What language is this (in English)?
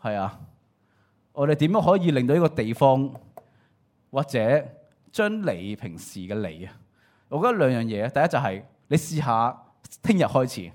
Cantonese